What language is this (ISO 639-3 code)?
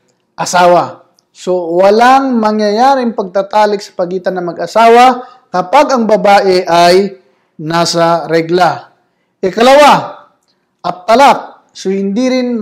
fil